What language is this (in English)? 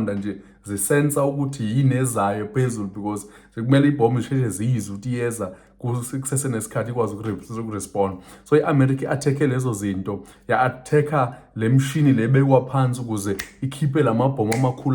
Zulu